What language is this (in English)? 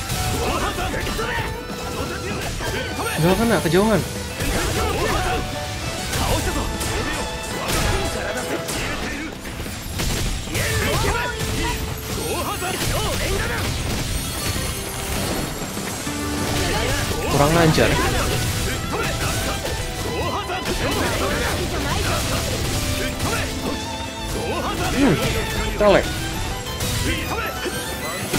Indonesian